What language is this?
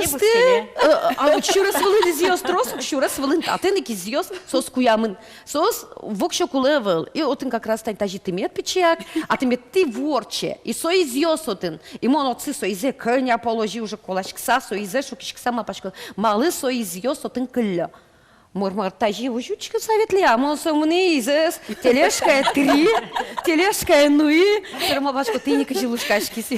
Udmurt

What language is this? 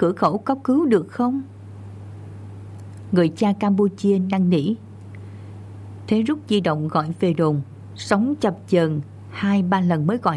Vietnamese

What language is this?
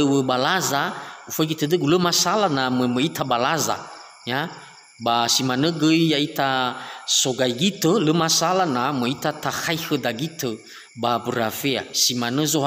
Nias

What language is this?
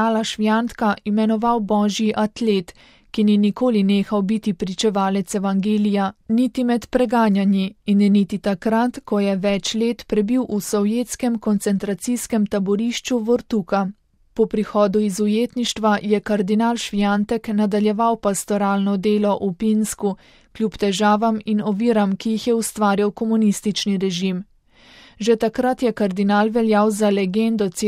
Slovenian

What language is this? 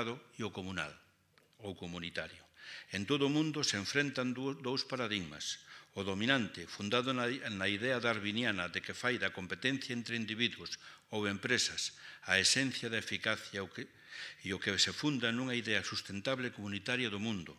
Galician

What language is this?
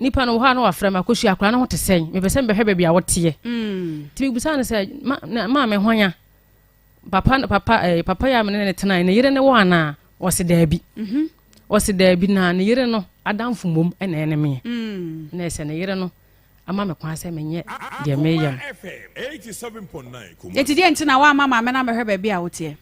Akan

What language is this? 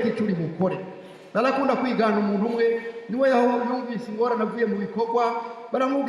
Rundi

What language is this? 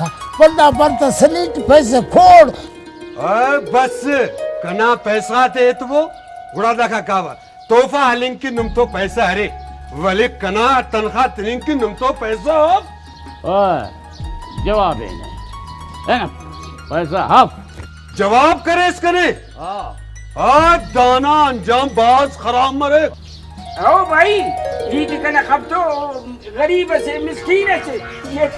Brahui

